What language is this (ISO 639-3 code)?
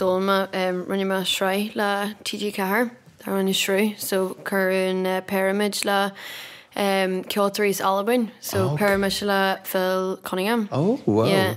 gle